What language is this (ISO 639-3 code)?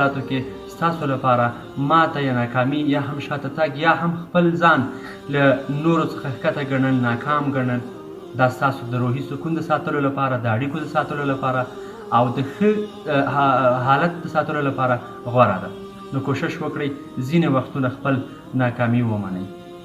pus